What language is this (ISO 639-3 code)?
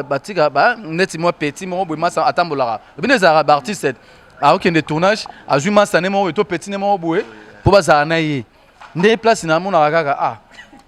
lin